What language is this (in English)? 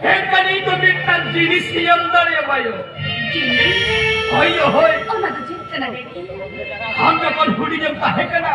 Santali